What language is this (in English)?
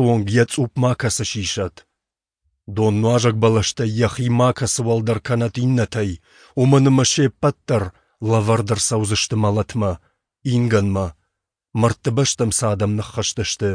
Ossetic